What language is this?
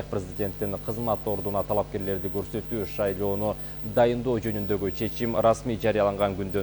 Kyrgyz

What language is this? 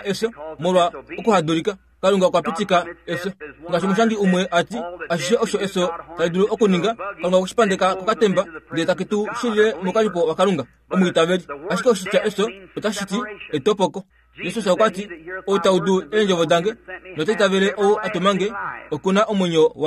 Kuanyama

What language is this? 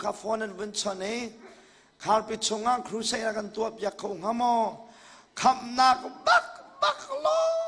Hakha Chin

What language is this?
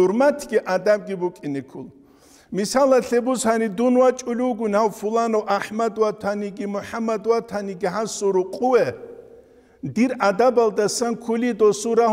Avaric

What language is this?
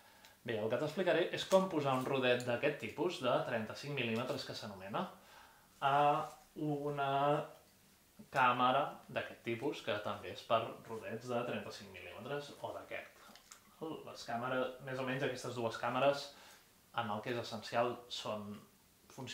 Catalan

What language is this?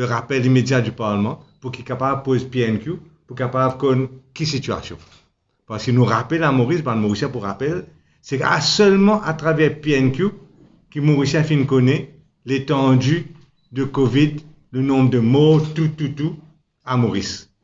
Morisyen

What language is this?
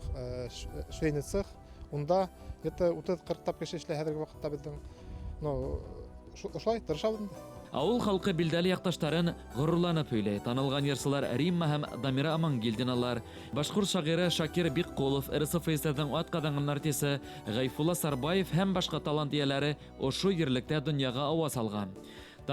Bashkir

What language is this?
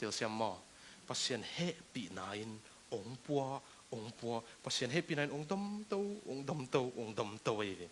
Tedim Chin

